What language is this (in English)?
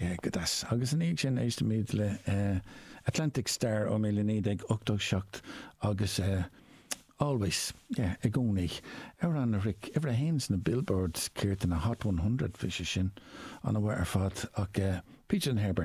Irish